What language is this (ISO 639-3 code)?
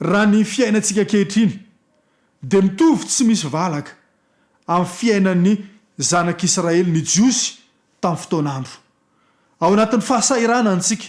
mlg